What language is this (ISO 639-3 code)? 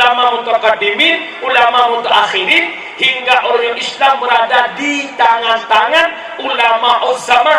ace